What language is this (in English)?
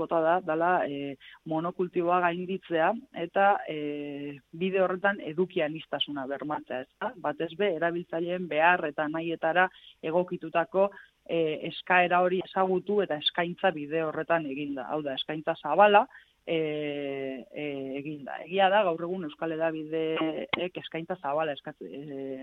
Basque